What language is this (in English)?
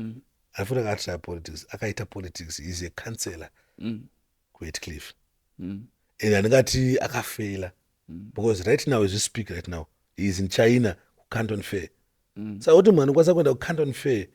Shona